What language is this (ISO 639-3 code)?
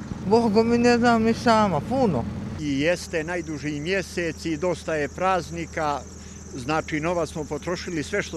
bos